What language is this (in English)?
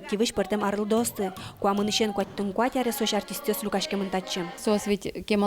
Udmurt